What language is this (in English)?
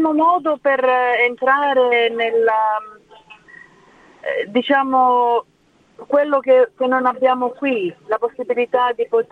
Italian